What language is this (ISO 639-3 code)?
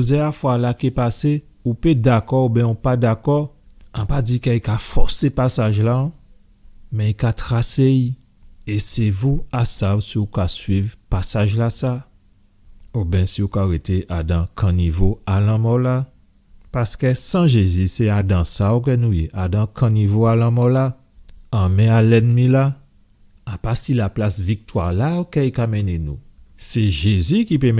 gcf